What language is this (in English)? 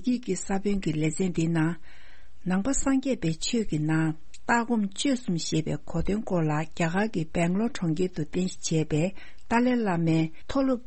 Tibetan